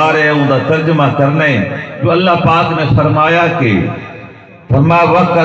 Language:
Saraiki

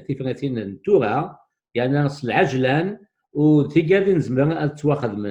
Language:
Kabyle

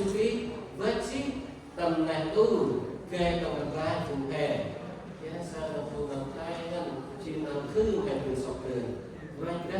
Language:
Central Mnong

